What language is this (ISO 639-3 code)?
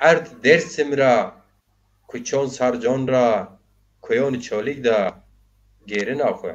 zza